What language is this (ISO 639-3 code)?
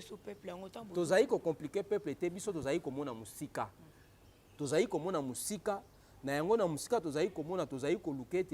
lin